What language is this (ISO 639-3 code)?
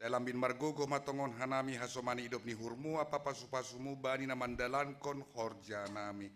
bts